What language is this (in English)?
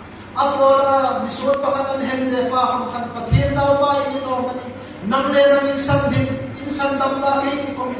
Hmar